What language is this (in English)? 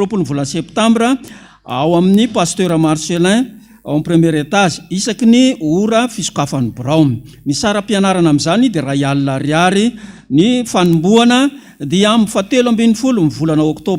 Malagasy